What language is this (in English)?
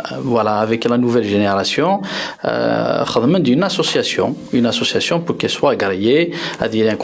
Kabyle